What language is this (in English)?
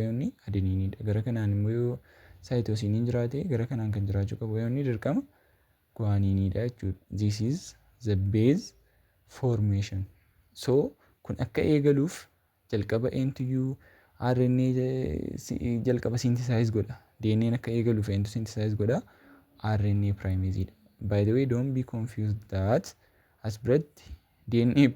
Oromo